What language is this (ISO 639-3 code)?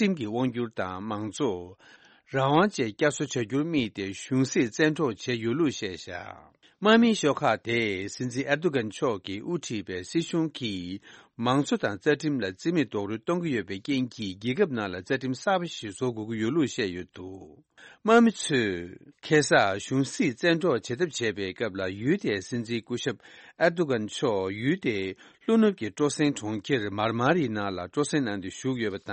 bod